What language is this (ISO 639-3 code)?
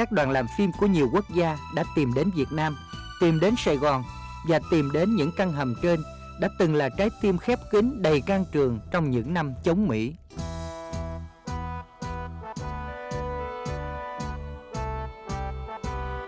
vie